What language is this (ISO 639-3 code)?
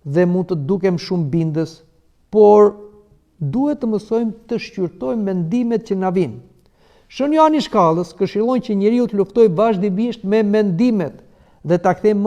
sqi